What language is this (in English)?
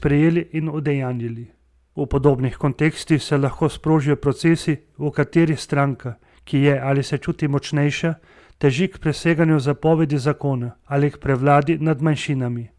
Slovenian